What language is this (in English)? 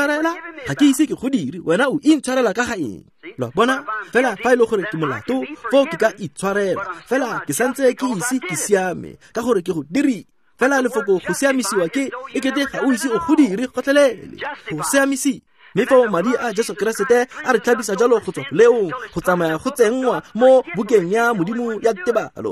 Tswana